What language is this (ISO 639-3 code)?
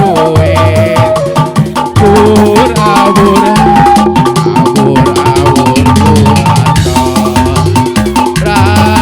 sun